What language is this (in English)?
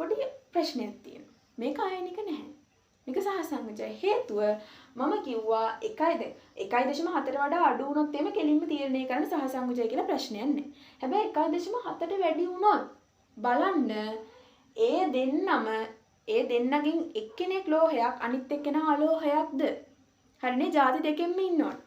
Sinhala